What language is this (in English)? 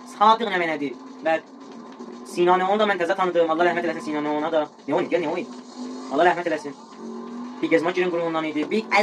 South Azerbaijani